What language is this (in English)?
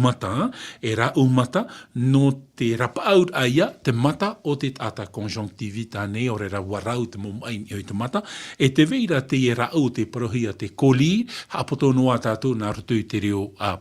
Tahitian